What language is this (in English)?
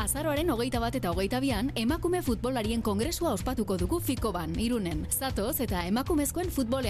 Basque